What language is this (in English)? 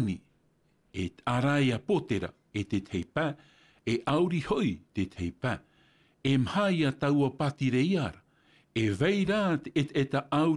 Tahitian